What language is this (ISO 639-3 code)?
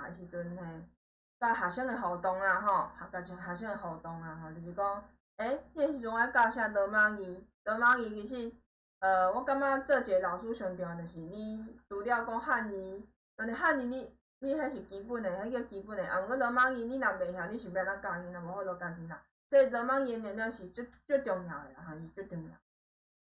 nan